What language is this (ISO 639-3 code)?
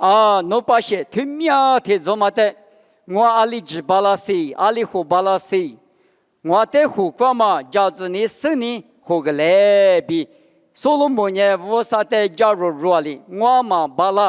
lis